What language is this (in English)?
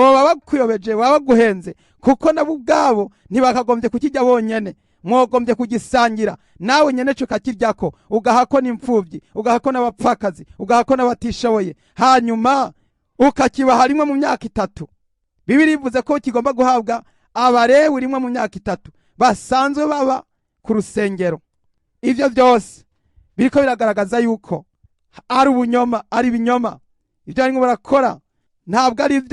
Rundi